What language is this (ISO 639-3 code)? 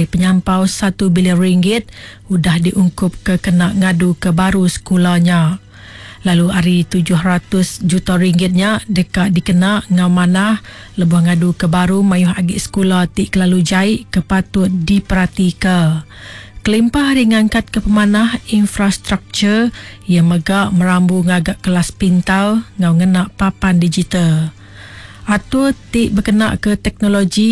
iba